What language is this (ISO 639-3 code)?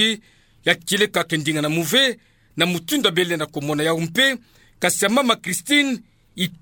ktu